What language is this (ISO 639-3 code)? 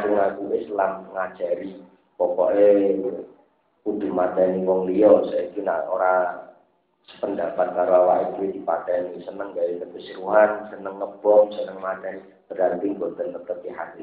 jav